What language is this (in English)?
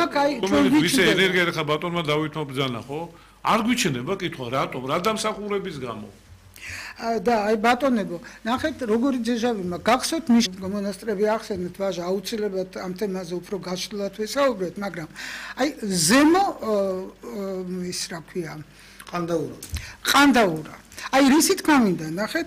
Georgian